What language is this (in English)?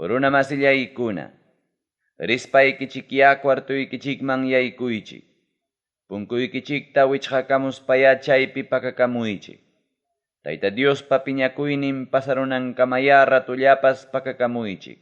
Ayacucho Quechua